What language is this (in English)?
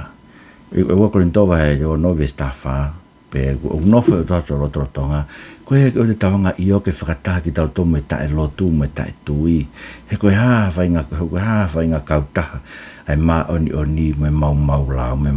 Tongan